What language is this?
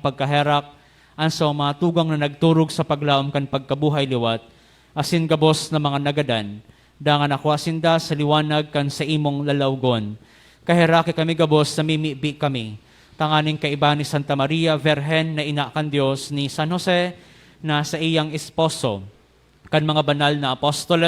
Bikol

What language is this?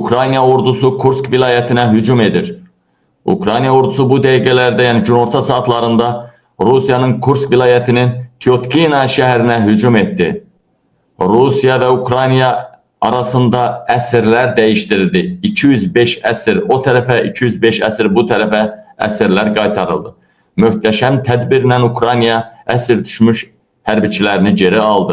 Azerbaijani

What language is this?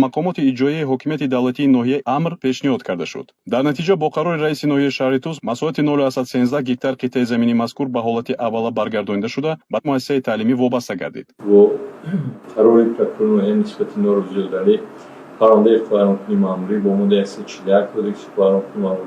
Tajik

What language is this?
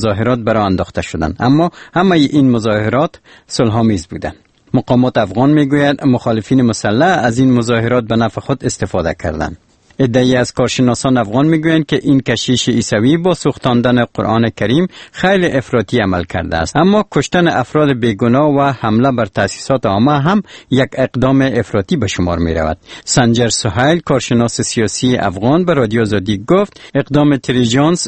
Persian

